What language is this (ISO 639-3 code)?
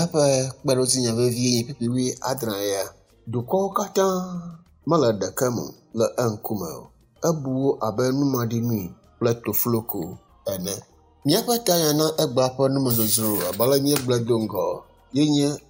ewe